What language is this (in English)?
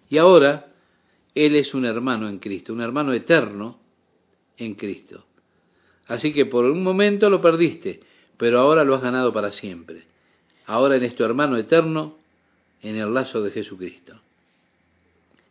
Spanish